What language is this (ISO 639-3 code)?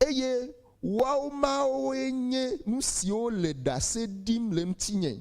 ewe